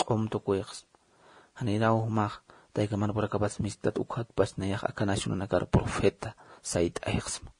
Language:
Aymara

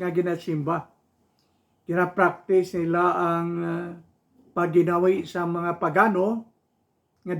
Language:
Hiligaynon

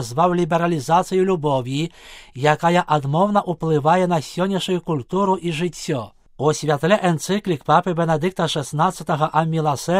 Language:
Belarusian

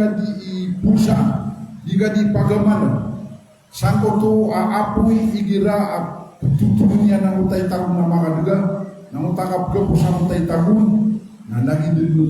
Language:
Maranao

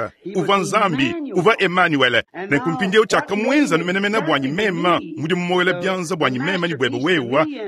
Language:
Luba-Lulua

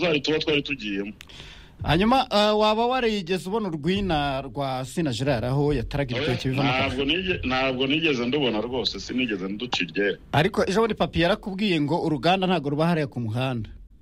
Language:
Kinyarwanda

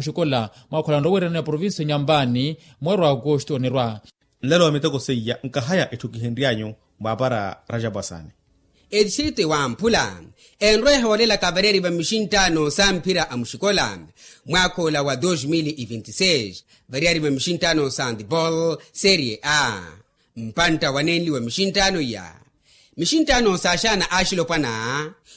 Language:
Makhuwa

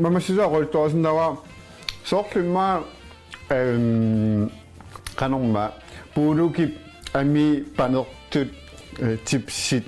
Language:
Kalaallisut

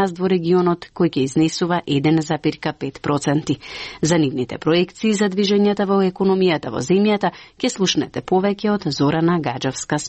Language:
Macedonian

